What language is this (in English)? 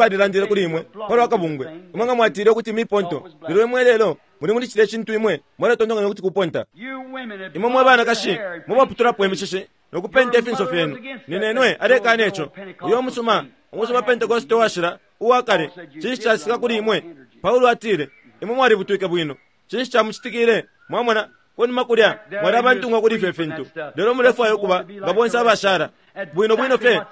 Bemba